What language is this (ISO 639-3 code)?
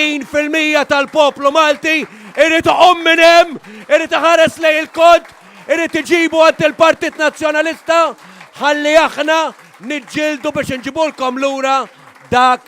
mlt